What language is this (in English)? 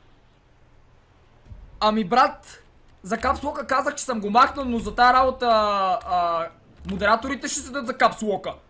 Bulgarian